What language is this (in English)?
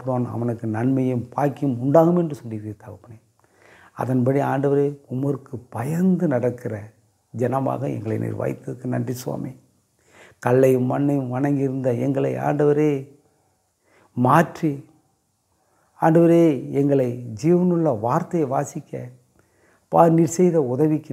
Tamil